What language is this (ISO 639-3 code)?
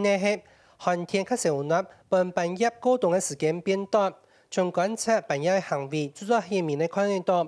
hak